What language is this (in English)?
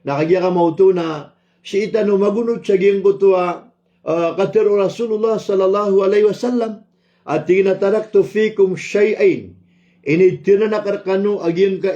Maranao